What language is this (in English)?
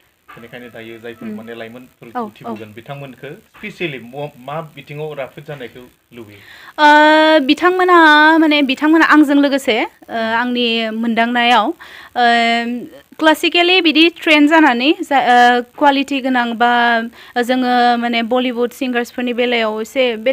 Bodo